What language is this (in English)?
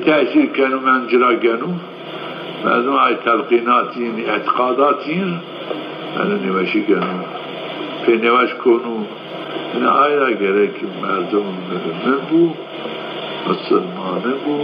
Zaza